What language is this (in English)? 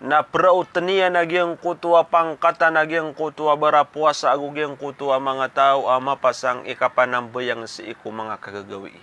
Maranao